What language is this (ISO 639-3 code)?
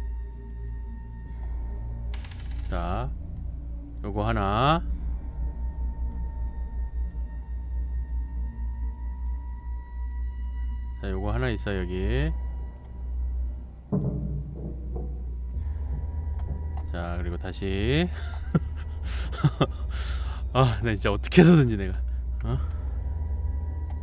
kor